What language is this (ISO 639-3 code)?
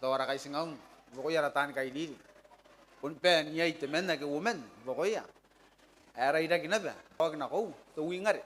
gil